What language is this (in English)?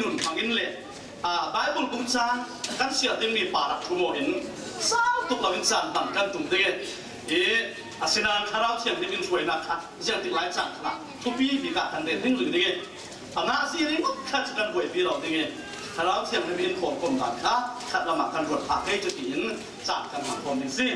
Falam Chin